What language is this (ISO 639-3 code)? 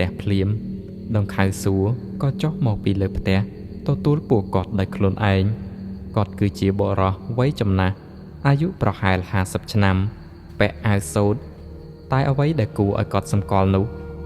khm